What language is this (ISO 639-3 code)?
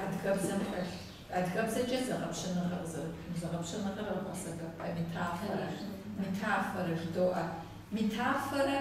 kbd